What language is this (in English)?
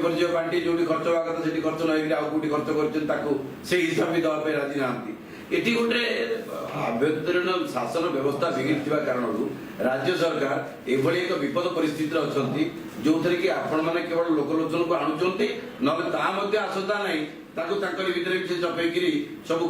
Odia